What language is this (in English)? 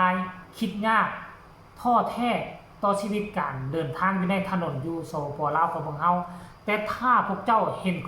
Lao